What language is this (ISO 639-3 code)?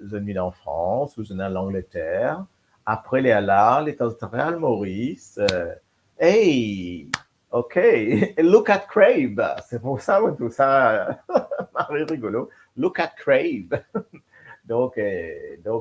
mfe